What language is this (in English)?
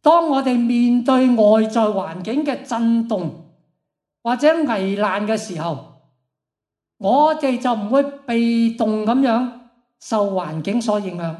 Cantonese